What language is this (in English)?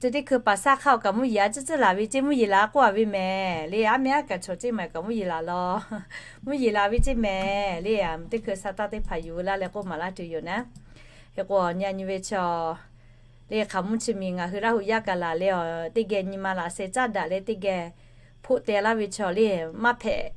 Lahu